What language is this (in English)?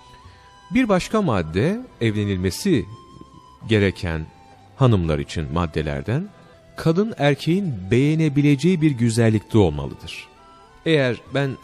Turkish